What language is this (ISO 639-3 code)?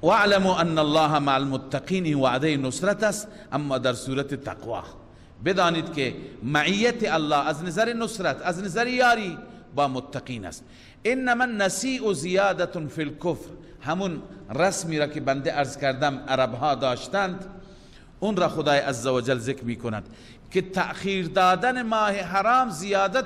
fas